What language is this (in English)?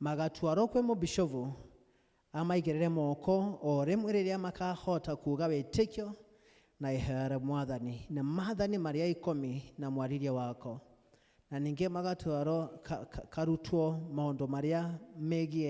Kikuyu